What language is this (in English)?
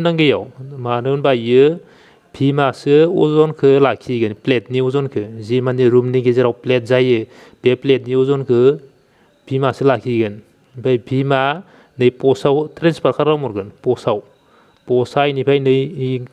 Bodo